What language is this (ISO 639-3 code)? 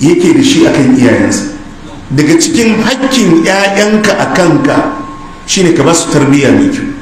hau